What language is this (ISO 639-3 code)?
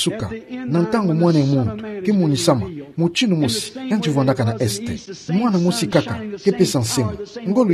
ktu